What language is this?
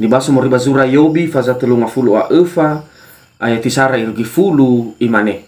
Nias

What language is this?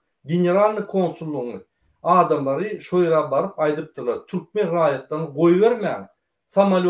Turkmen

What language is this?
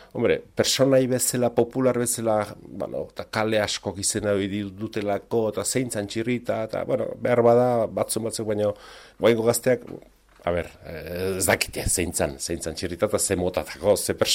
Basque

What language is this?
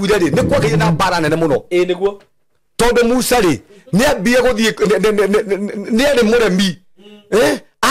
Kikuyu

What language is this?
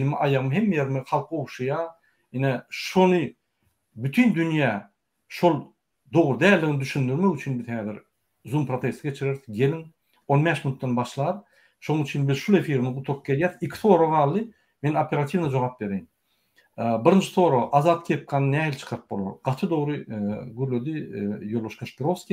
Turkmen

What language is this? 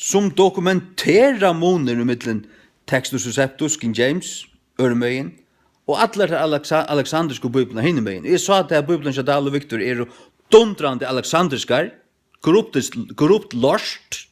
Faroese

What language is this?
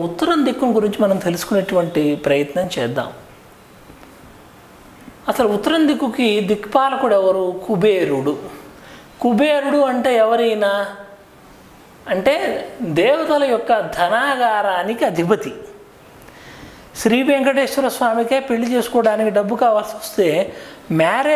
Telugu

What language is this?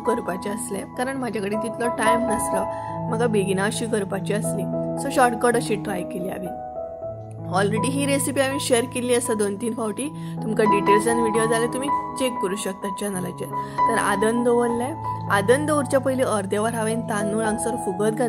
Konkani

